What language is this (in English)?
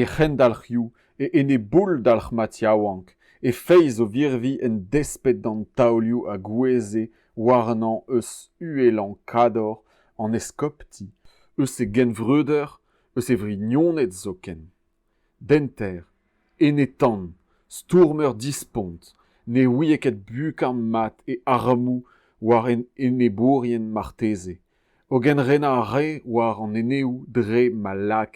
Breton